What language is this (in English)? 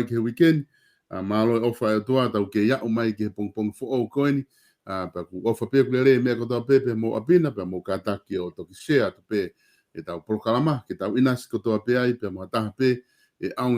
Tongan